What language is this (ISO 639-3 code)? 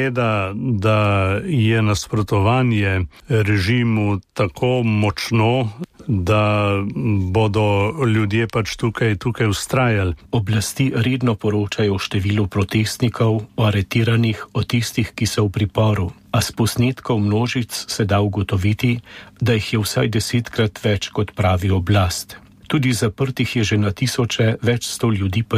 slv